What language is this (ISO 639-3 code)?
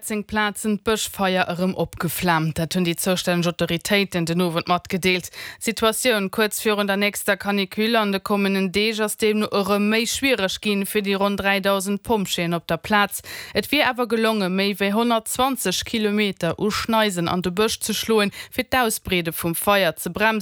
ltz